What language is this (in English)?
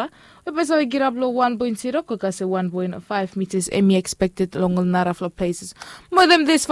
Bislama